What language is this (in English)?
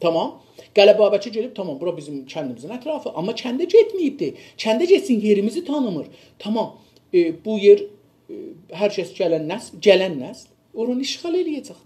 South Azerbaijani